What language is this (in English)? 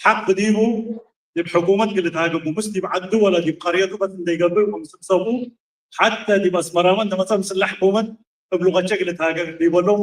Tigre